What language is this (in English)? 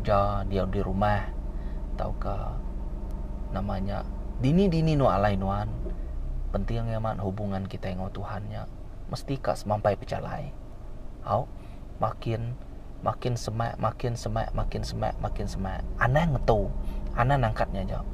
Iban